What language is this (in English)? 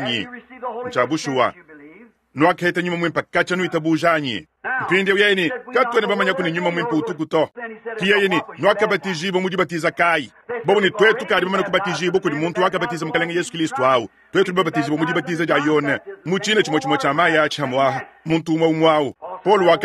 Luba-Lulua